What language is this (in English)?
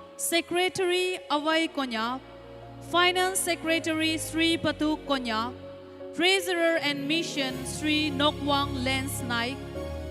Naga Pidgin